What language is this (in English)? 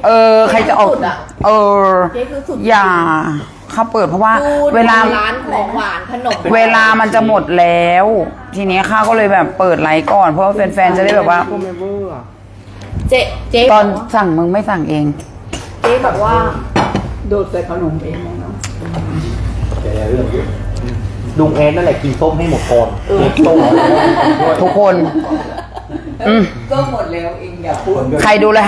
Thai